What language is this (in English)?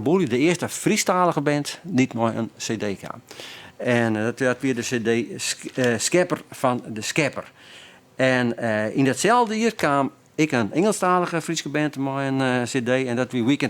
Western Frisian